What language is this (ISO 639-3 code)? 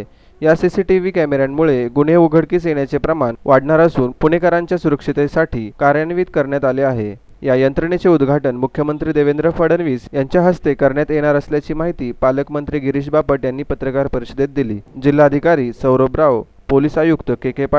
mar